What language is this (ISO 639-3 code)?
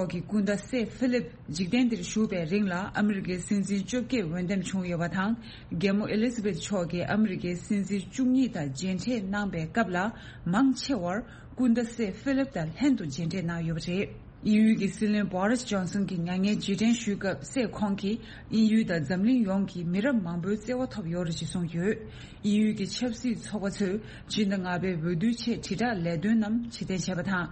bod